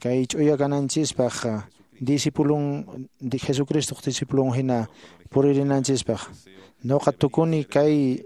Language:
Quechua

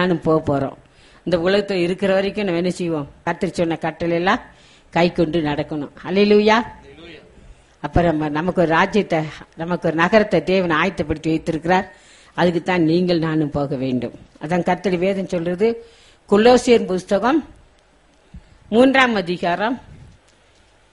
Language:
Tamil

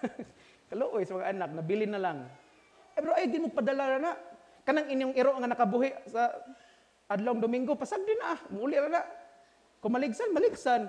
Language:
Cebuano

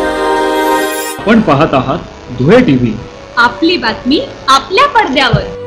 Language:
Marathi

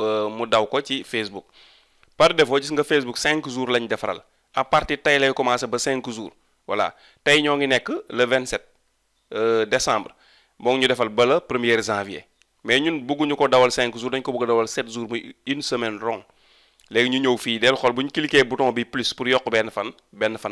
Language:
Wolof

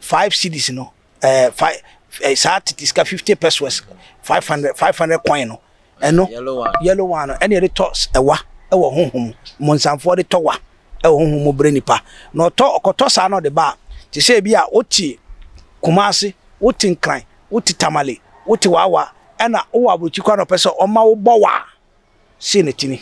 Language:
Akan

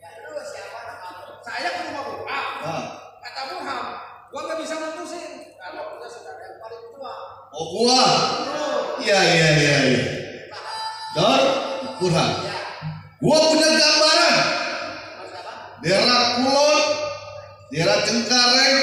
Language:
Betawi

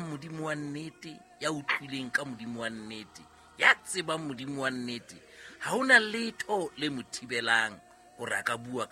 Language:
Southern Sotho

